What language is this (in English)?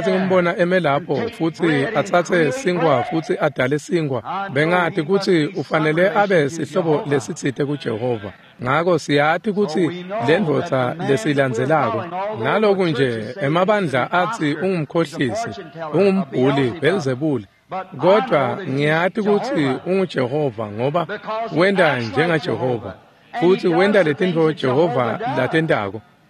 Swati